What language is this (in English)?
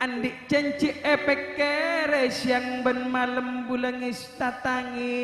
Madurese